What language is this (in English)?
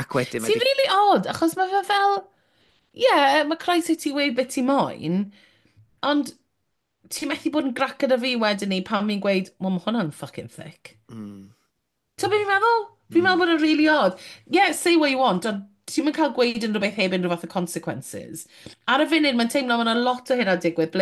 Welsh